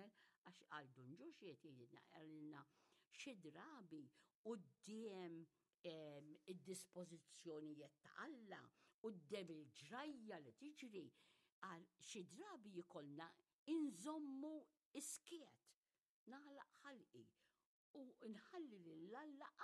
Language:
Maltese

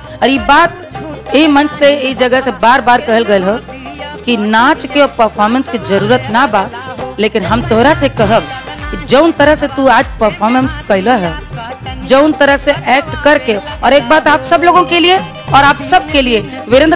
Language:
Bhojpuri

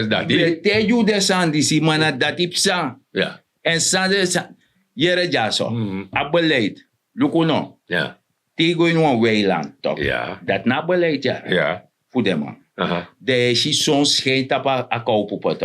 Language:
Sranan Tongo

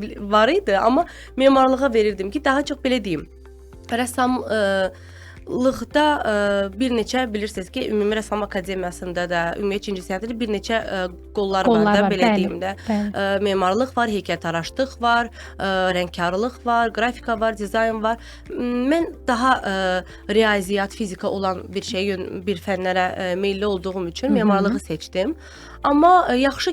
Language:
Azerbaijani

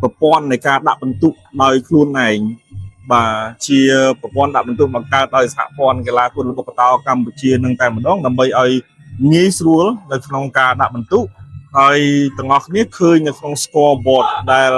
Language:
Khmer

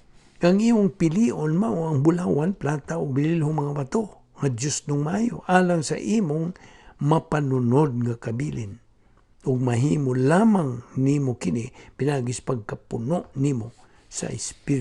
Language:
Cebuano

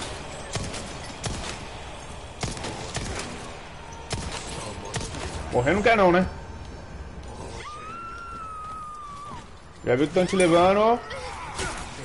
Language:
Portuguese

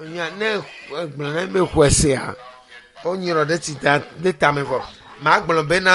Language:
Ewe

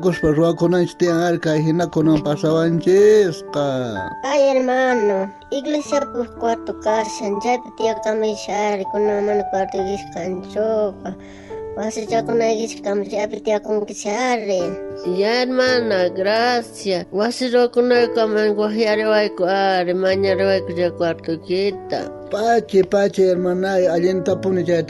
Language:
South Bolivian Quechua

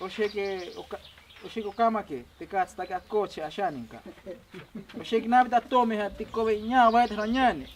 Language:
Ashéninka Perené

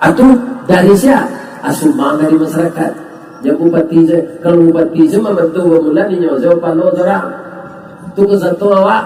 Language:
Minangkabau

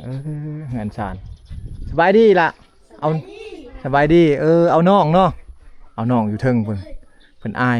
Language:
Lao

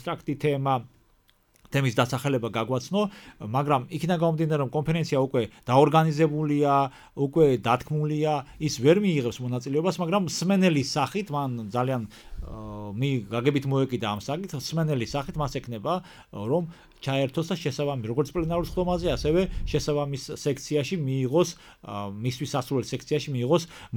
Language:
Georgian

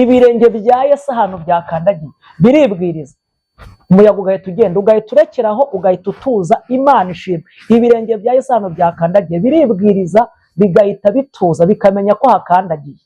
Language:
Kinyarwanda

